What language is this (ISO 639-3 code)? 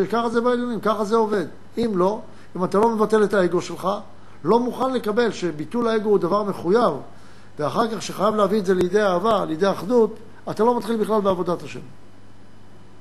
heb